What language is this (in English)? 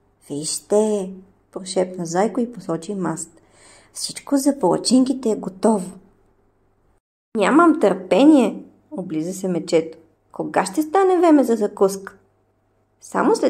Bulgarian